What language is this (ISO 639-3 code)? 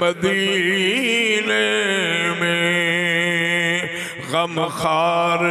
skr